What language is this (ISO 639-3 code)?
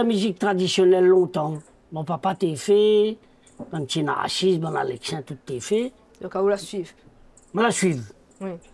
rcf